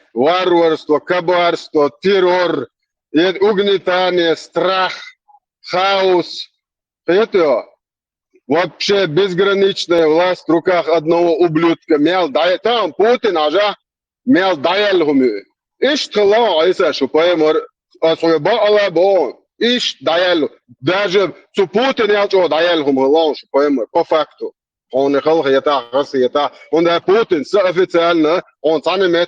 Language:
Chechen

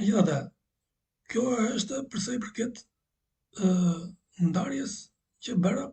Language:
Albanian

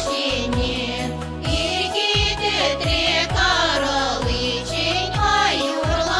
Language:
Chuvash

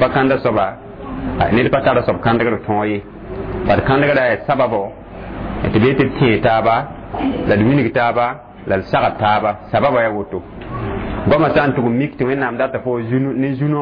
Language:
Mossi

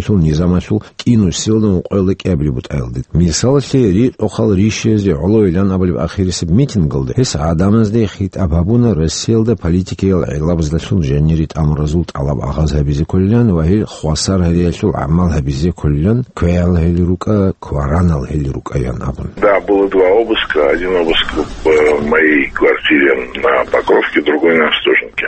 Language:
Avaric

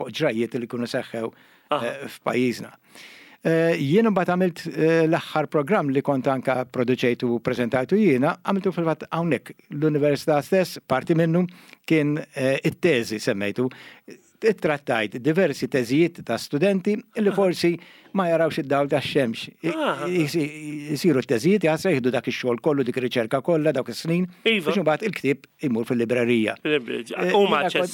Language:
Maltese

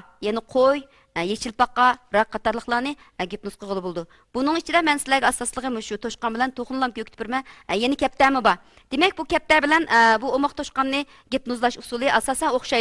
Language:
Uyghur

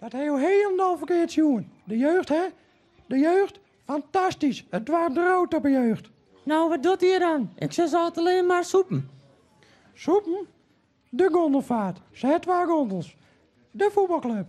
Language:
Western Frisian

